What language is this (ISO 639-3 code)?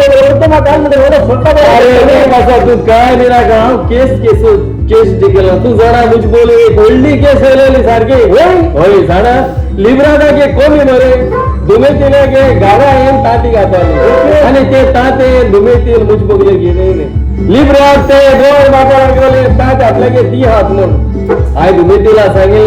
kok